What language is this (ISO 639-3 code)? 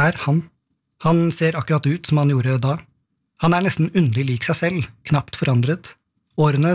nor